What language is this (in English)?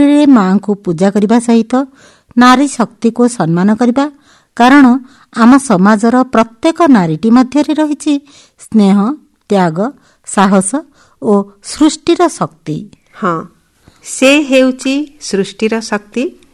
Odia